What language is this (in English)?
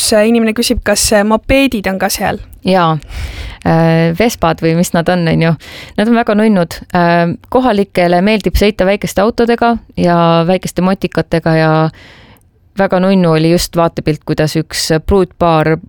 Estonian